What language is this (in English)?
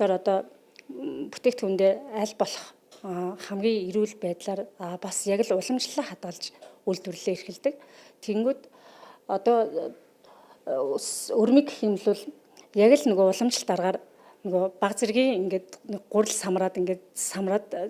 Mongolian